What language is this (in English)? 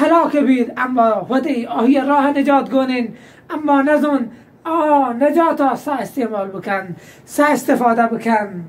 Baluchi